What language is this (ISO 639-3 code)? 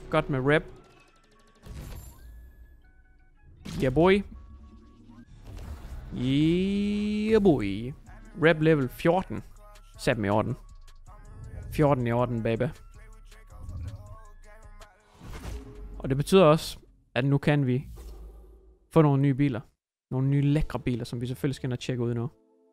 dan